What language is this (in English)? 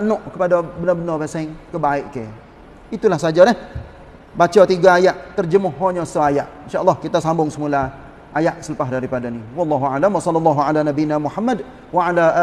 Malay